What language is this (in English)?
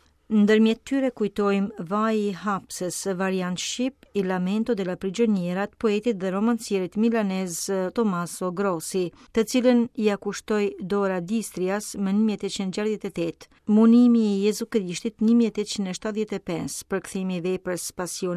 Albanian